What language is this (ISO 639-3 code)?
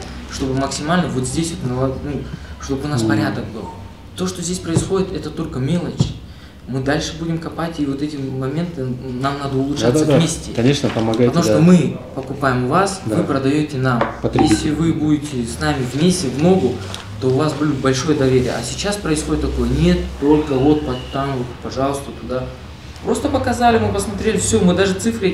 rus